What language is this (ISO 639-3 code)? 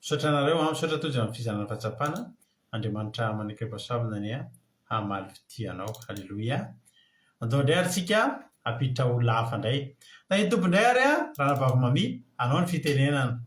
mlg